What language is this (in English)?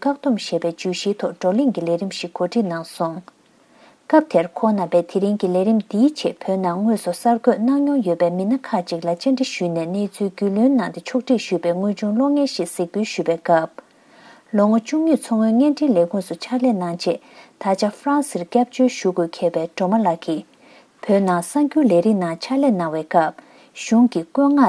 Tibetan